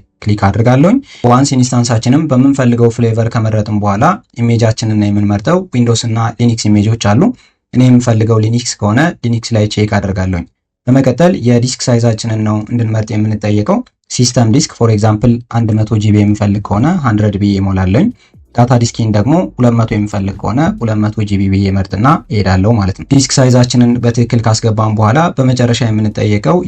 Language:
Amharic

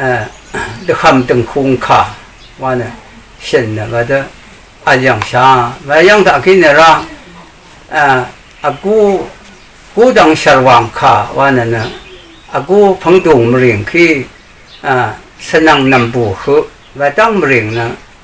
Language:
Rawang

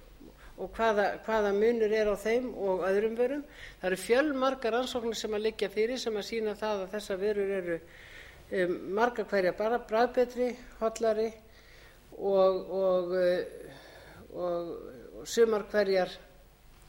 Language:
Icelandic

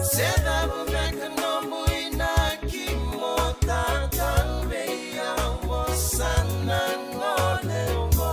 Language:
Fijian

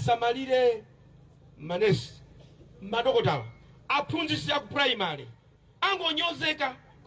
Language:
Nyanja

